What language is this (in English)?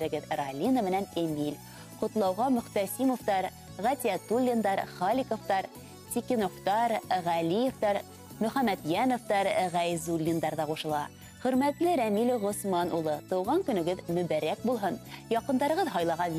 Bashkir